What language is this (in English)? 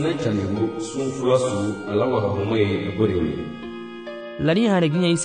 Garifuna